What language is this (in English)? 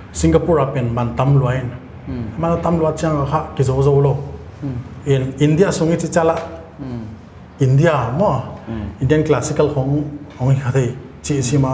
Paite Chin